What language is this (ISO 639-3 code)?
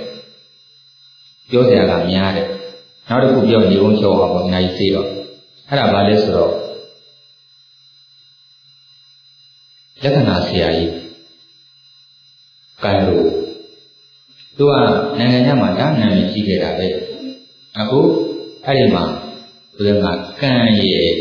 mya